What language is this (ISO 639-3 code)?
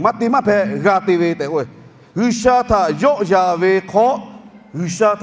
lhu